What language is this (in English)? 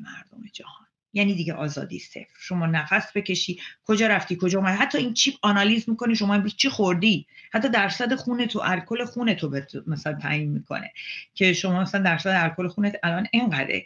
Persian